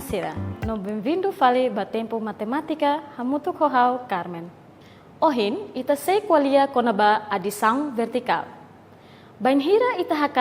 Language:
Tetum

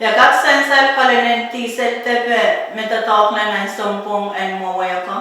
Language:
Pohnpeian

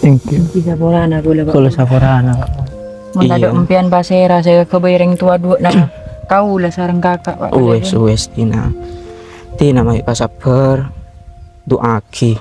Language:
Madurese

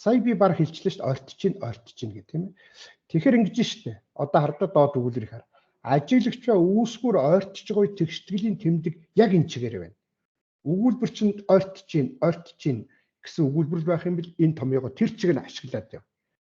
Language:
Mongolian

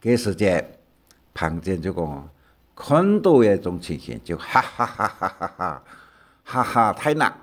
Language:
Hakka Chinese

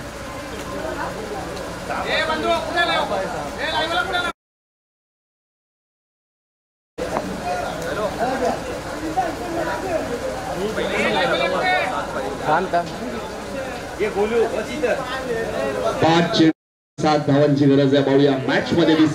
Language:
Marathi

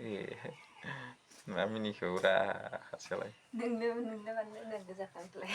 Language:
Bodo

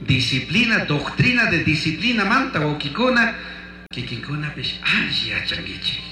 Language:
Chimborazo Highland Quichua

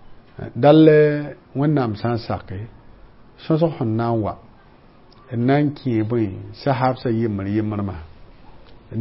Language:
Mossi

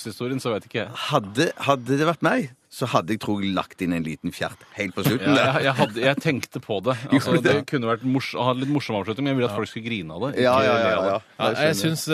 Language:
Norwegian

